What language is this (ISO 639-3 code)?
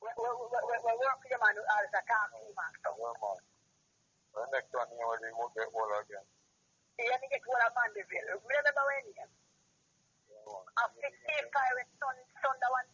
jam